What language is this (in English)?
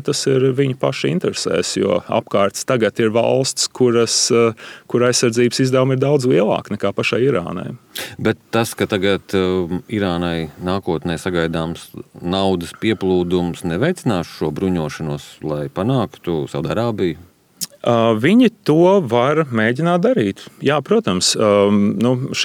Latvian